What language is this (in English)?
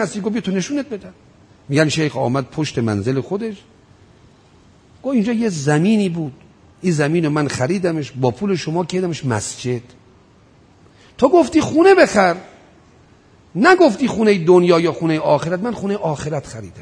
Persian